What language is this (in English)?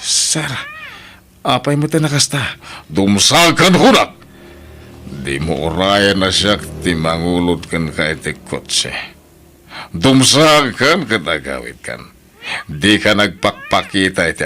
Iloko